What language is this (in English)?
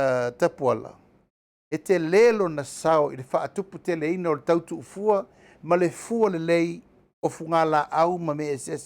Samoan